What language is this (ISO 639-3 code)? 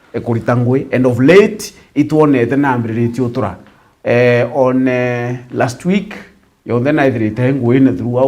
mer